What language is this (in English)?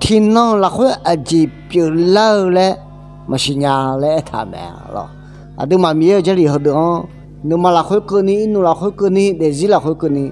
Akha